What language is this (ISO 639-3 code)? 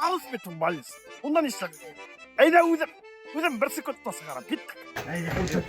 bak